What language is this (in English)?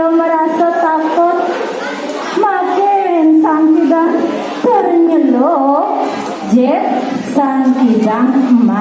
Balinese